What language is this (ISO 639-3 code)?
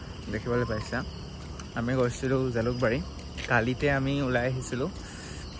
asm